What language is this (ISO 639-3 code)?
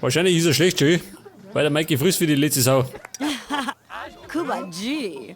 bar